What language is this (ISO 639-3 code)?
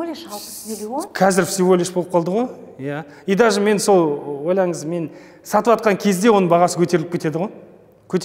kaz